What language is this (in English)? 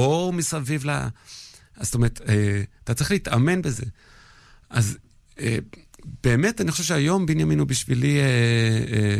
Hebrew